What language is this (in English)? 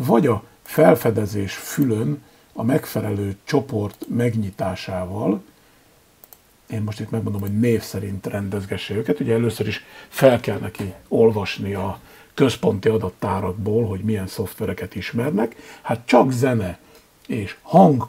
Hungarian